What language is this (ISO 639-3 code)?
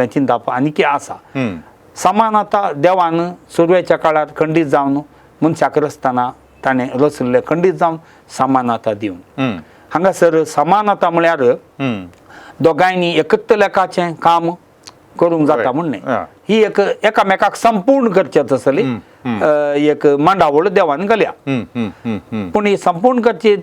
kok